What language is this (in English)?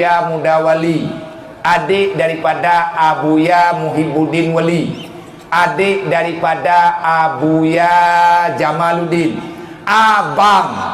Achinese